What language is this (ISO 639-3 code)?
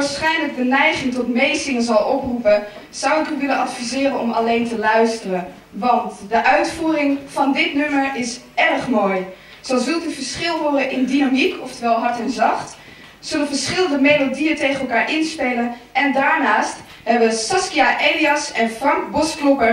nld